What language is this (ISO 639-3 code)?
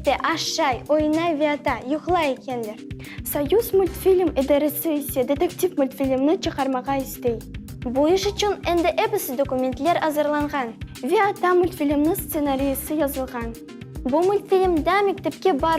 crh